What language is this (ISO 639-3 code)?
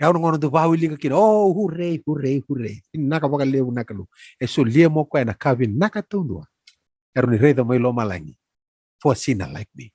fij